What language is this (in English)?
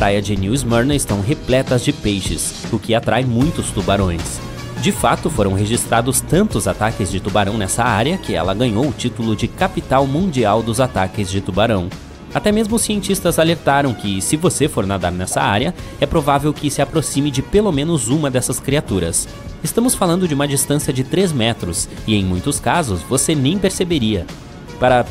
Portuguese